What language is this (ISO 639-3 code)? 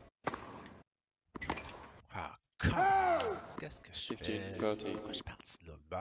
fra